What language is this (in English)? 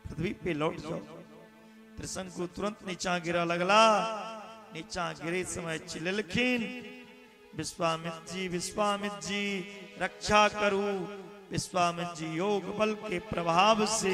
Maithili